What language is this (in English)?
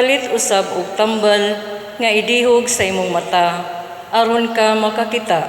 Cebuano